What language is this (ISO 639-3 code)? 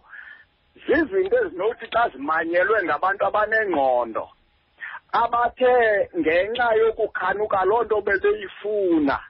xho